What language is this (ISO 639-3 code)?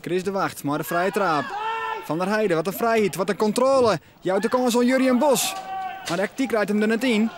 fry